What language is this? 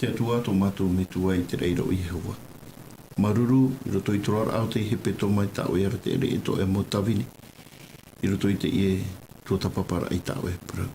Tahitian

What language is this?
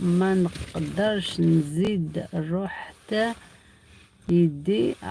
Algerian Arabic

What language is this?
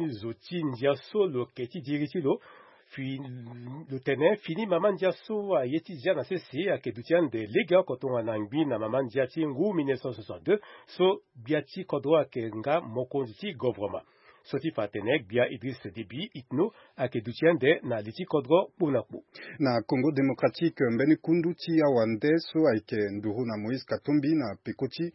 Sango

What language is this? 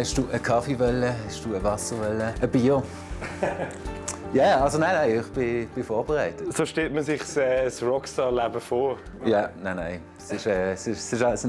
Swiss German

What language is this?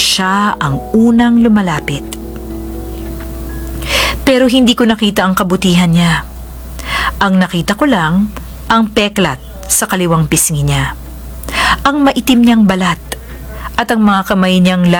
Filipino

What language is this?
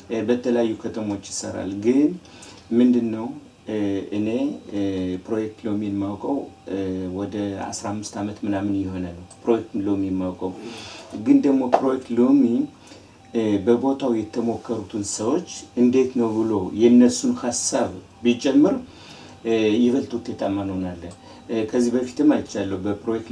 Amharic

